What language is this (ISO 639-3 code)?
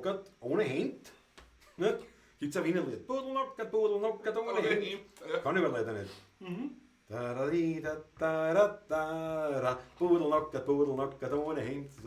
bar